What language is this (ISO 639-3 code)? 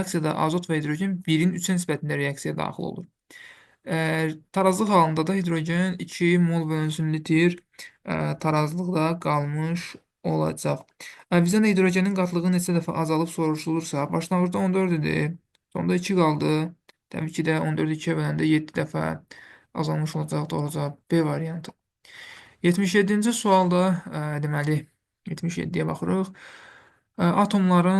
aze